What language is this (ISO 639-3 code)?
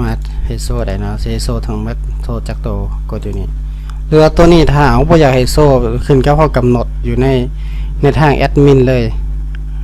lao